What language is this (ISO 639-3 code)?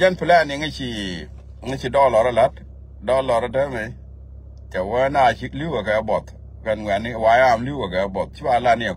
nus